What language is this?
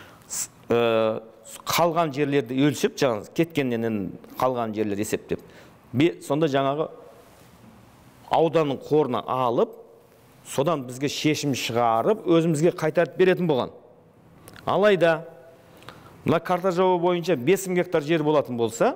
Kazakh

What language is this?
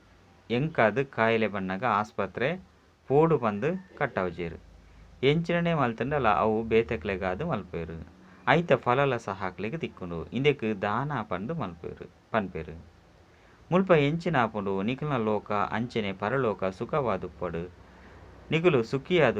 Tulu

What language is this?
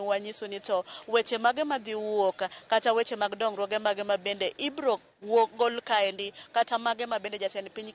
Luo (Kenya and Tanzania)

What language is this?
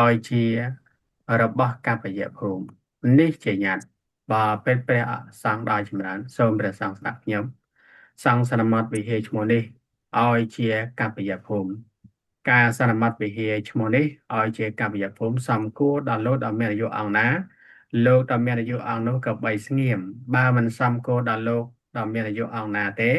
Khmer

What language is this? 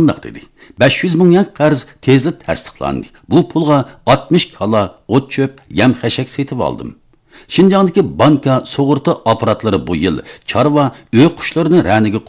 Uyghur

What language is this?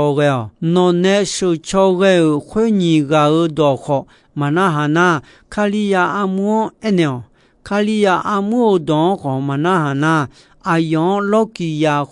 Akha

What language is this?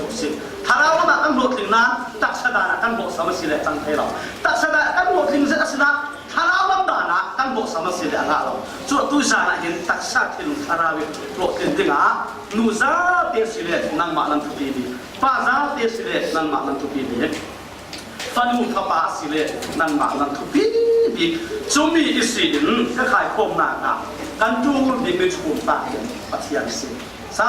Falam Chin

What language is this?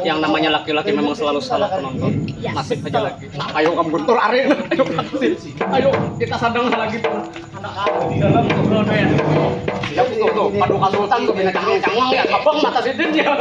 Banjar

